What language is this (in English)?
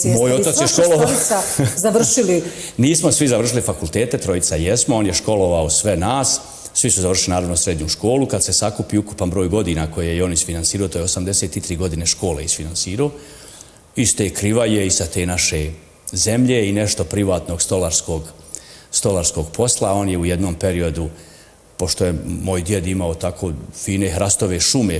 Bosnian